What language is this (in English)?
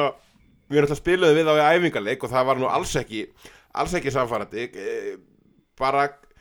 Icelandic